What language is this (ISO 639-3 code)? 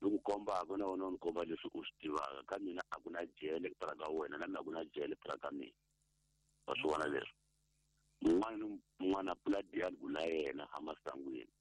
tso